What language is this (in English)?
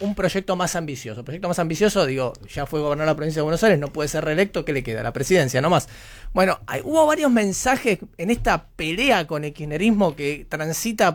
Spanish